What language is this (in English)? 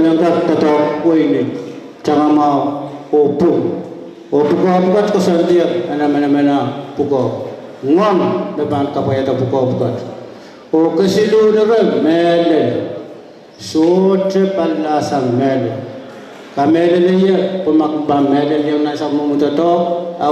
Pohnpeian